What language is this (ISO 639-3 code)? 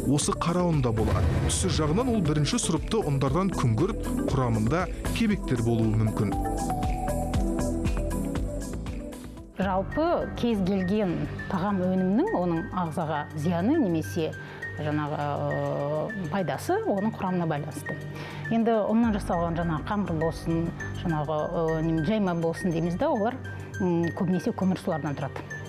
kaz